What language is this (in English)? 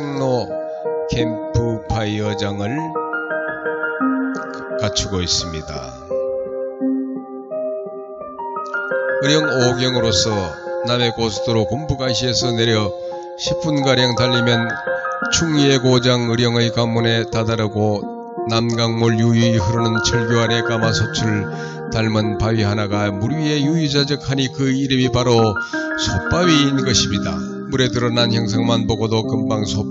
Korean